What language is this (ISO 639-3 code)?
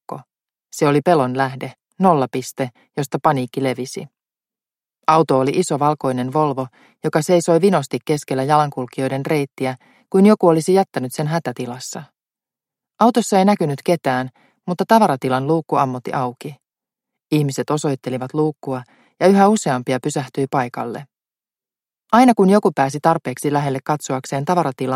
fin